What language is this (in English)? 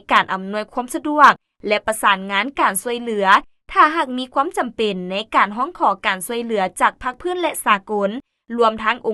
Lao